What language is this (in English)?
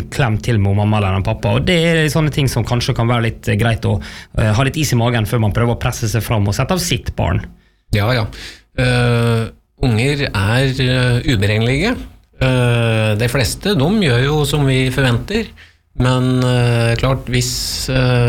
Norwegian